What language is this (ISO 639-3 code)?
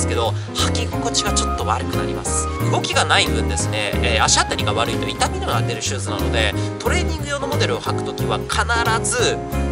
jpn